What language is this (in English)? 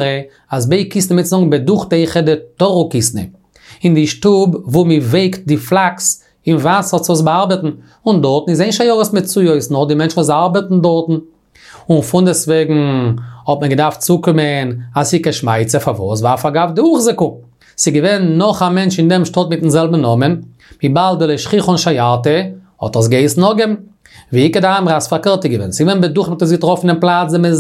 Yiddish